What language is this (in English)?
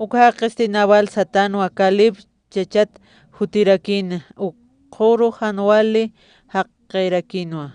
Aymara